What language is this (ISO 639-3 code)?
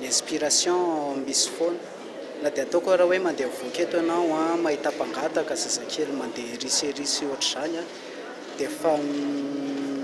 mlg